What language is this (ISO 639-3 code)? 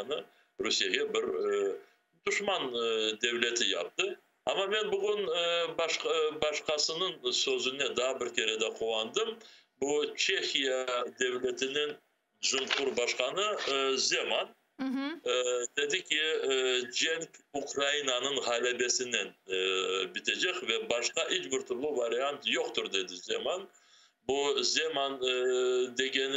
crh